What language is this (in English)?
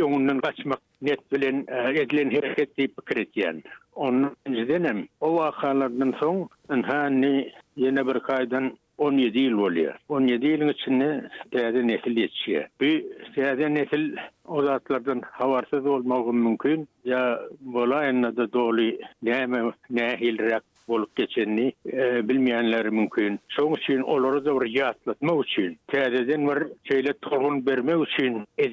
Turkmen